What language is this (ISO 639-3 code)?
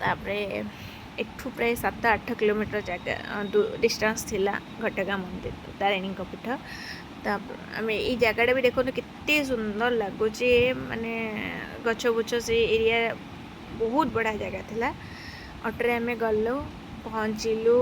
ori